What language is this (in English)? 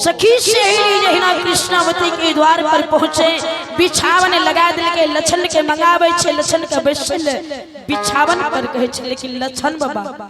Maithili